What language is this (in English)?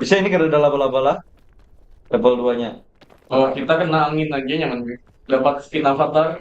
Banjar